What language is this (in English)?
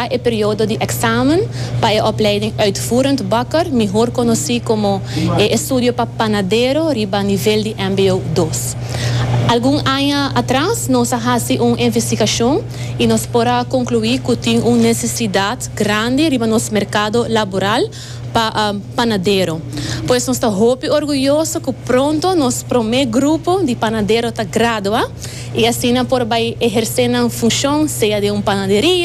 Papiamento